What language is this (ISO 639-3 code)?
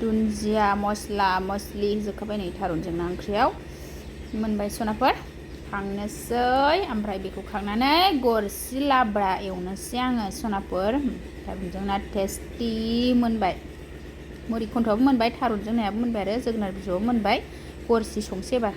brx